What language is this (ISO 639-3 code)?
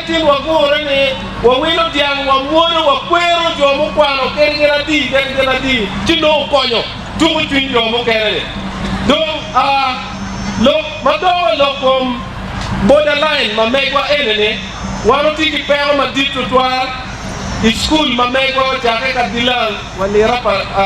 ach